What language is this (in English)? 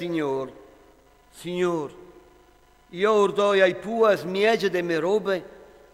Friulian